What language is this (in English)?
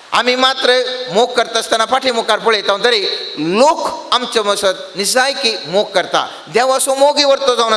Konkani